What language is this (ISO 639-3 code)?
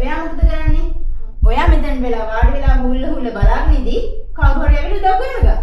sin